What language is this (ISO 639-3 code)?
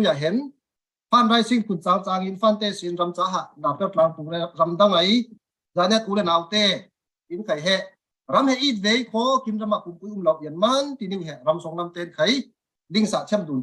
cfm